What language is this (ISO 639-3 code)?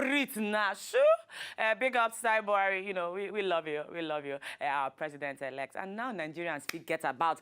pcm